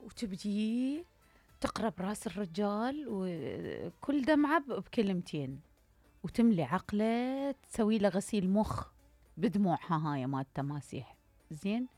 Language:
Mesopotamian Arabic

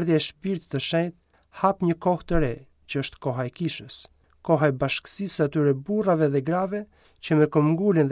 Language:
Albanian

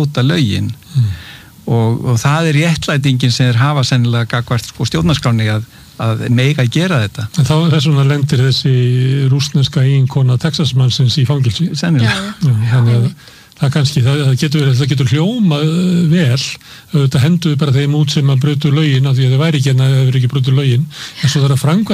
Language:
Icelandic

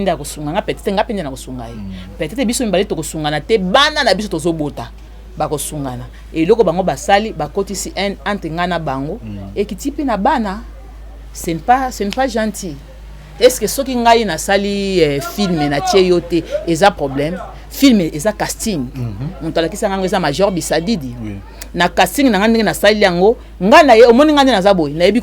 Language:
Lingala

